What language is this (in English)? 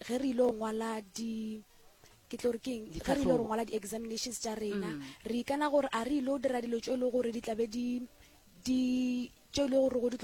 Northern Sotho